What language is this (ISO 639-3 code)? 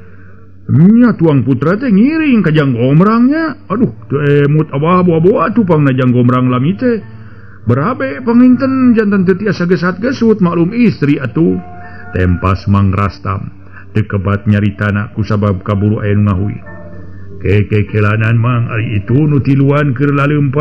sun